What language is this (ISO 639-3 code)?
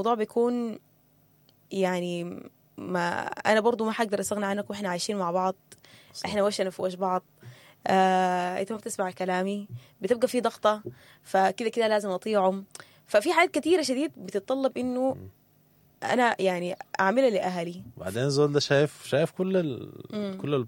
apd